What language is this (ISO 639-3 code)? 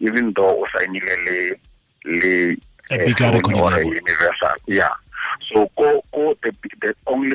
tsn